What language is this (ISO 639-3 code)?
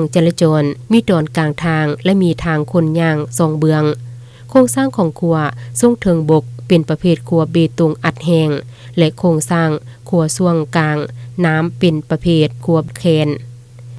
lao